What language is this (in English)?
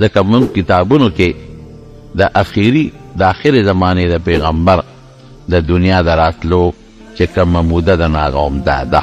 Pashto